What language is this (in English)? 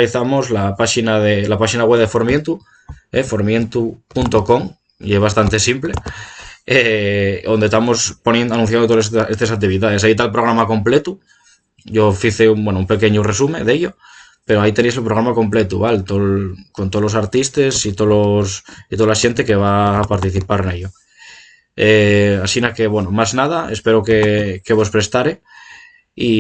Asturian